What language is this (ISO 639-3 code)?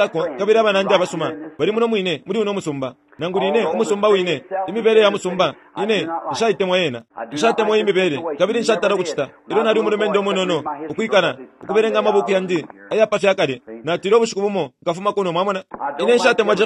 bem